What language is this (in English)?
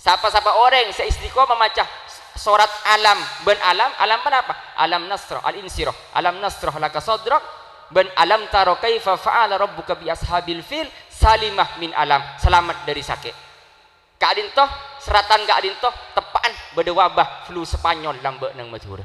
Madurese